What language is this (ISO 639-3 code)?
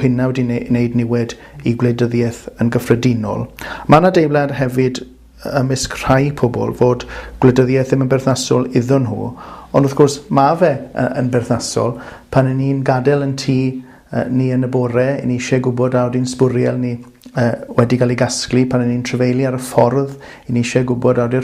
cym